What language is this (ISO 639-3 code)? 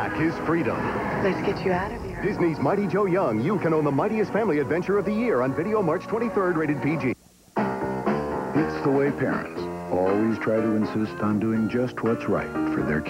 eng